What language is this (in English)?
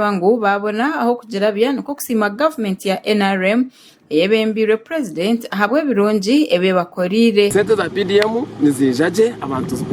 Nyankole